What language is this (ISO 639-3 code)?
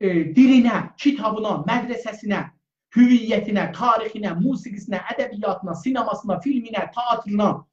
azb